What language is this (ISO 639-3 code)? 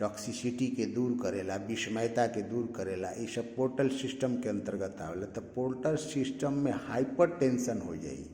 bho